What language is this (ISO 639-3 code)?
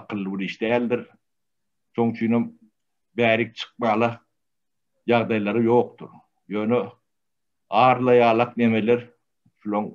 tuk